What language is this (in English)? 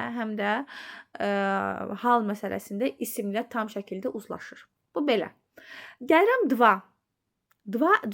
Azerbaijani